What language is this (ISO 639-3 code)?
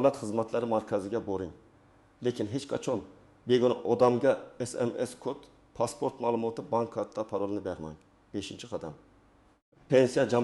uzb